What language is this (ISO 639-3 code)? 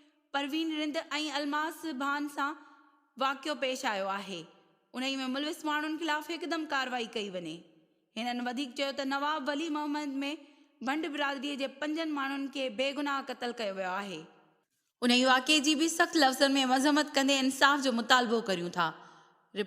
snd